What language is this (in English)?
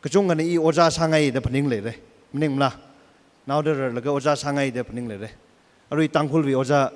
Tangkhul Naga (India)